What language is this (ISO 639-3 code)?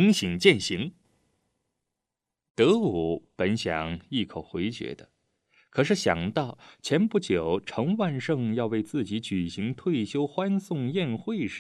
zho